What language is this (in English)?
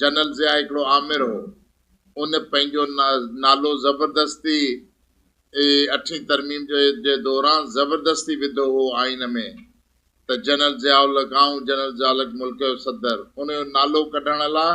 Sindhi